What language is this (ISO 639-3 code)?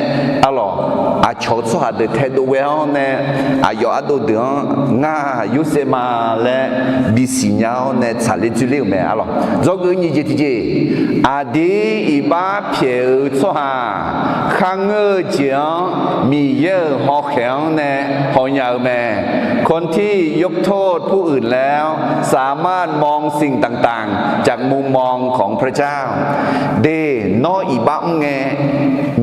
ahk